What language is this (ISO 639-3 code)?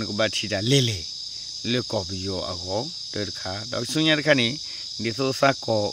ksw